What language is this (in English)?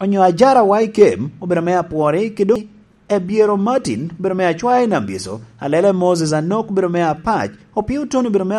Lango (Uganda)